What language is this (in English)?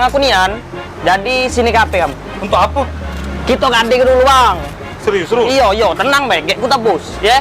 Musi